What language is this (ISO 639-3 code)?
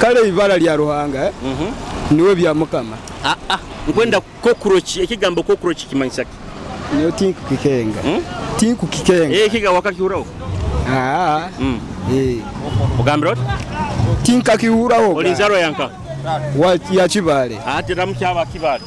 nyo